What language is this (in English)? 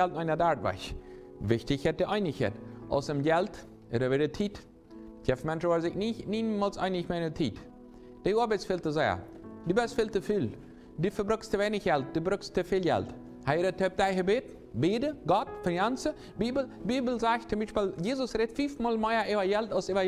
Plautdietsch